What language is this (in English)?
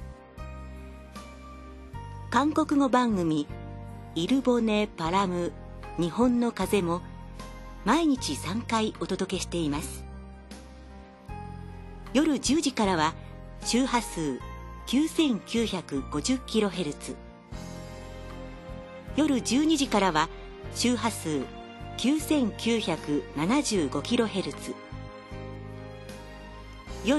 Japanese